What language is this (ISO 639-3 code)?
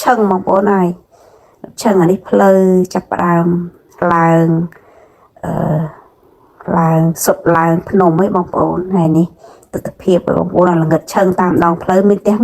khm